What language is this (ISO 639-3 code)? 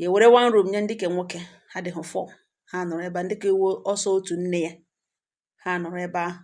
ibo